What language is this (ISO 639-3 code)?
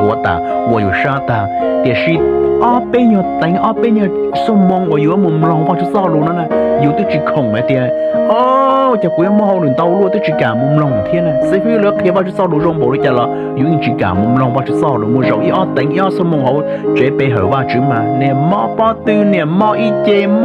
hmn